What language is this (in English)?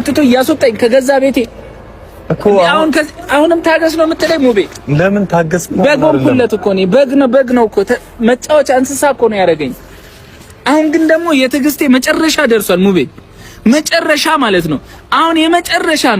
Amharic